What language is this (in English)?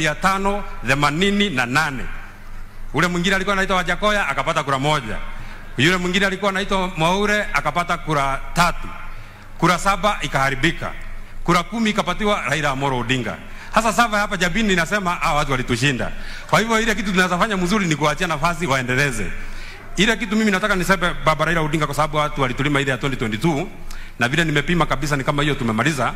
Swahili